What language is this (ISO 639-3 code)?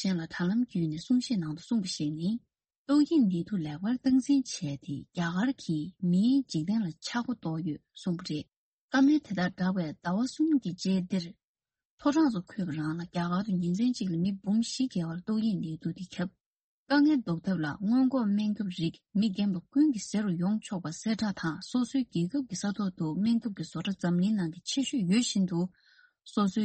bod